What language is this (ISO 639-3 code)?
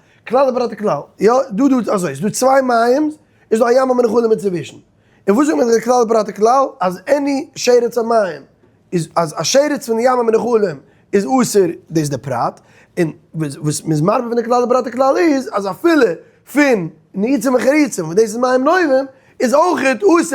yid